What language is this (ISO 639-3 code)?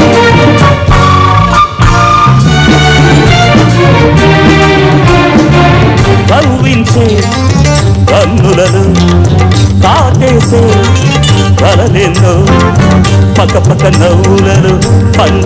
tel